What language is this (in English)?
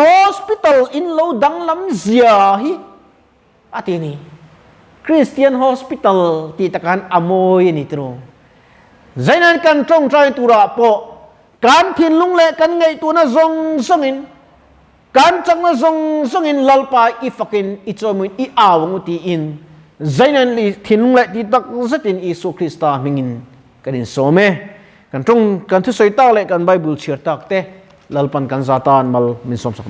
Mizo